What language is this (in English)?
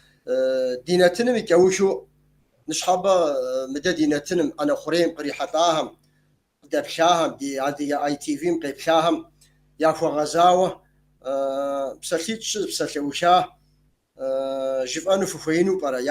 Kabardian